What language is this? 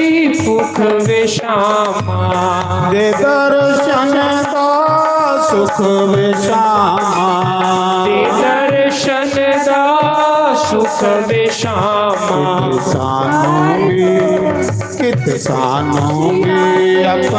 Dogri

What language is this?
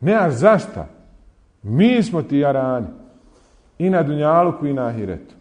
Bosnian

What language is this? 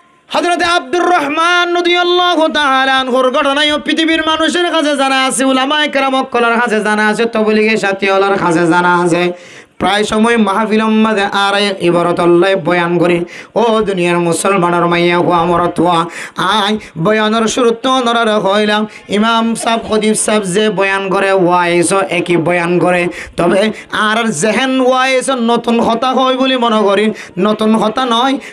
Rohingya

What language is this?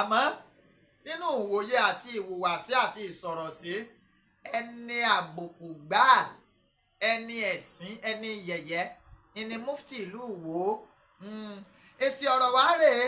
Yoruba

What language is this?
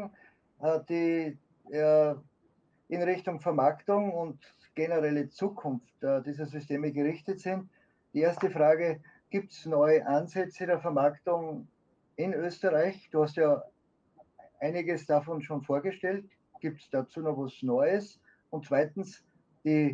German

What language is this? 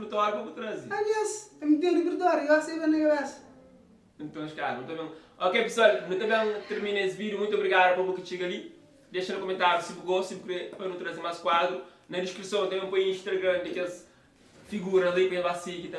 Kabuverdianu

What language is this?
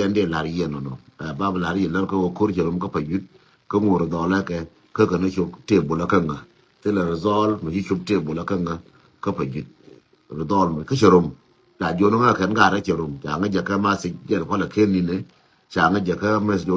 Nuer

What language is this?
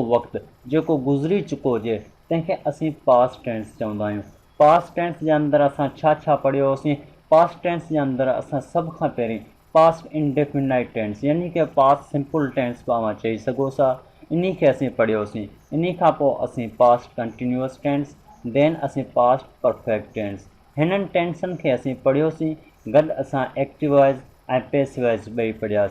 Sindhi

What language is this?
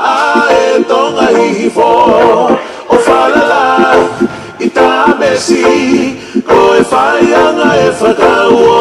Tongan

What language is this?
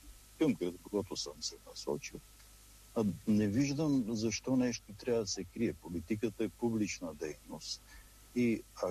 Bulgarian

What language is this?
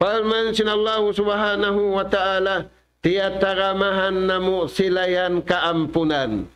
Tausug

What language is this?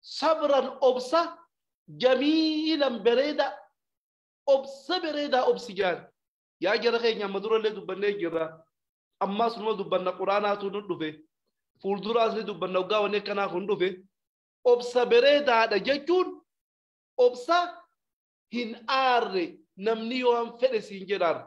Oromo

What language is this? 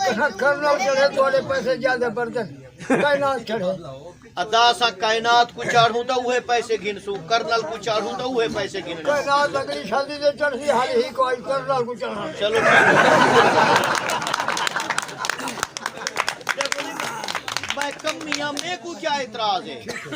Saraiki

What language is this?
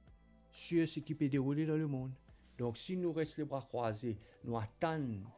Morisyen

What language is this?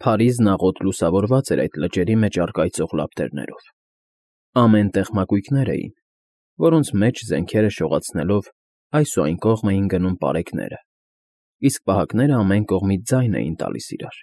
Armenian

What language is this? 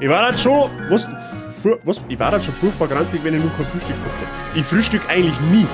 Bavarian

